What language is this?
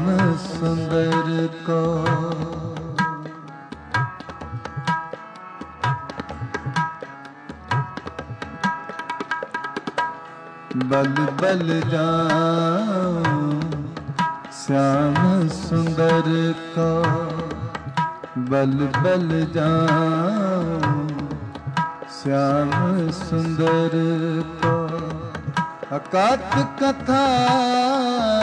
Punjabi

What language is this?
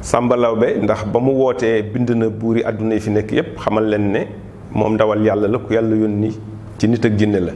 Wolof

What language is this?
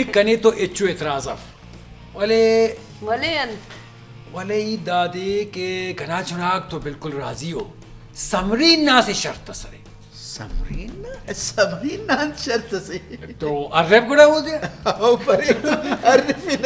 Brahui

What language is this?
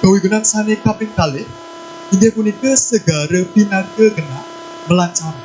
Balinese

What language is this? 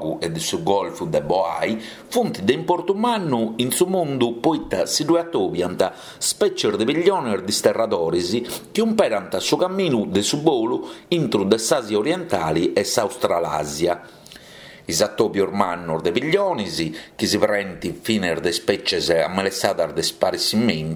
Sardinian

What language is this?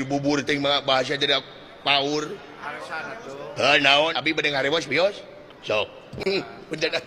Sundanese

